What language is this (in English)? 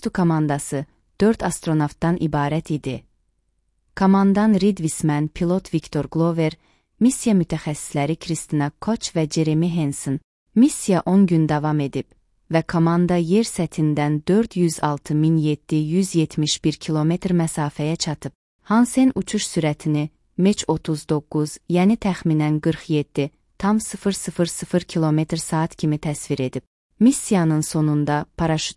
Azerbaijani